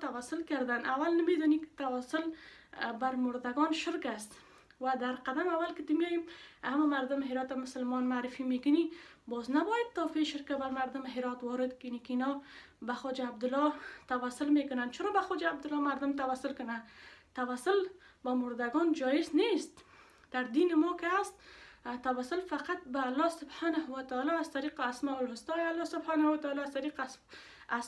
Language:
Persian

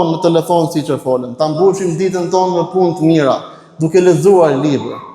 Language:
Albanian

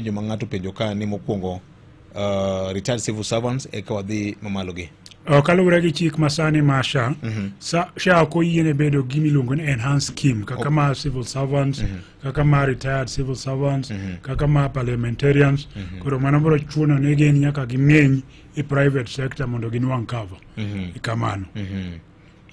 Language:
Luo (Kenya and Tanzania)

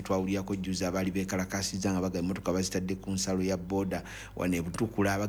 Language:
Ganda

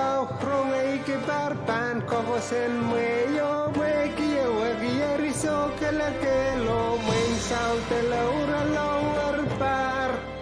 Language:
Pohnpeian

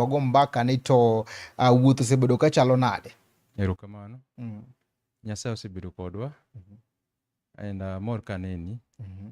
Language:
Luo (Kenya and Tanzania)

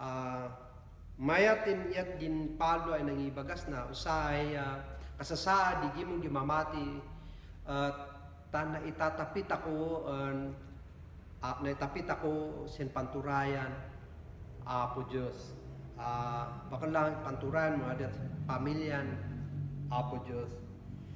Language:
Kankanaey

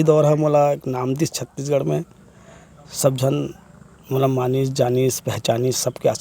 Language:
Chhattisgarhi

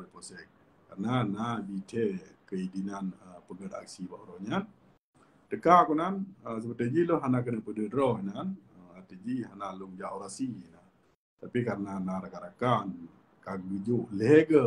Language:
Achinese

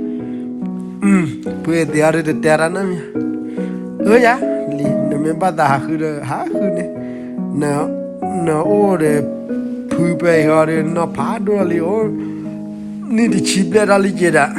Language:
S'gaw Karen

